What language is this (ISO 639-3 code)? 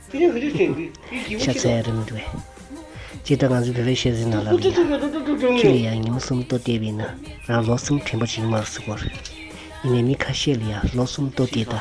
bod